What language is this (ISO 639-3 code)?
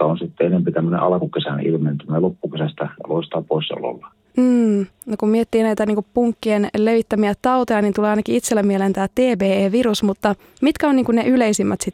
fin